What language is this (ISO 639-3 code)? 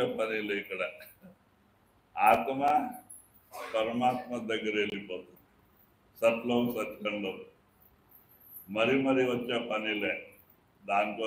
tel